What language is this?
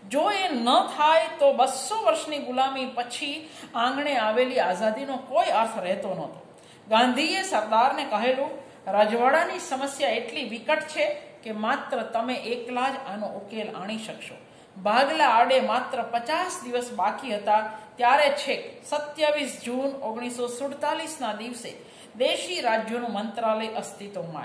Gujarati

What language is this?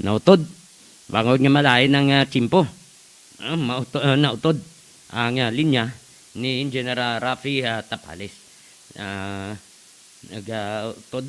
Hiligaynon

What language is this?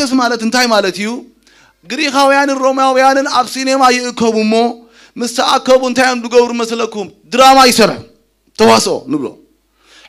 Tigrinya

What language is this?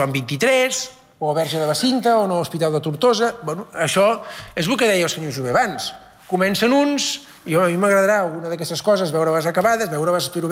Catalan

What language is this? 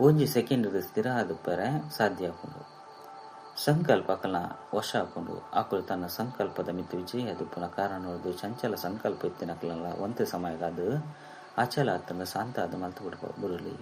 Tulu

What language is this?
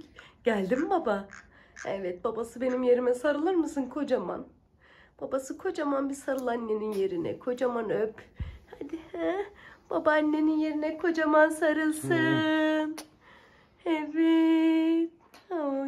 Turkish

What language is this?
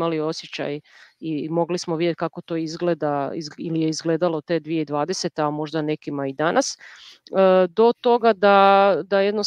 Croatian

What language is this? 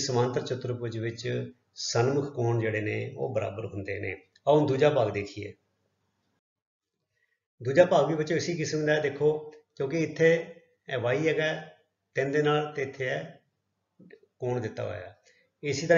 Punjabi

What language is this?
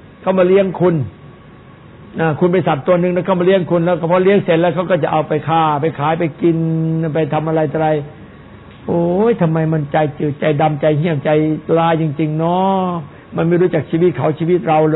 Thai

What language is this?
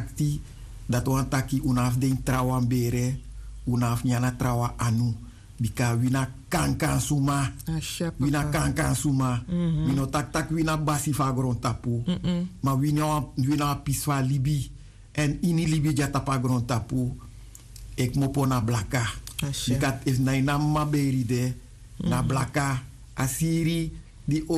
Sranan Tongo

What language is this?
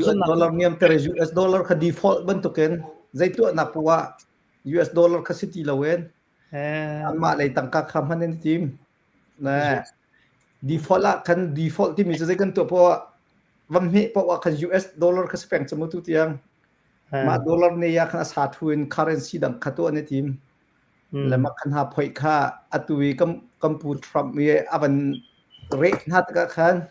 Hakha Chin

